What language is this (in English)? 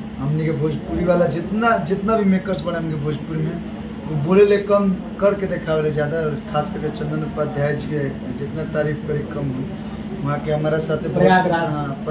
Bhojpuri